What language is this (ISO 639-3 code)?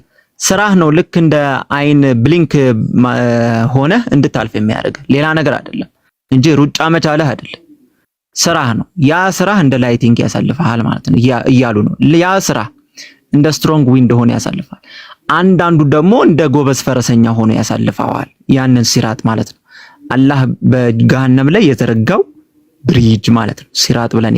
amh